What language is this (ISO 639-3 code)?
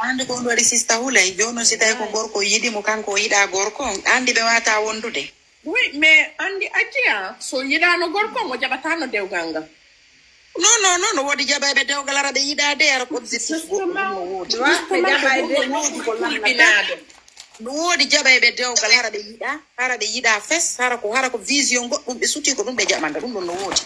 ful